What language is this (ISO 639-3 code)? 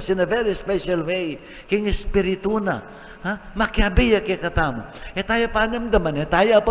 pam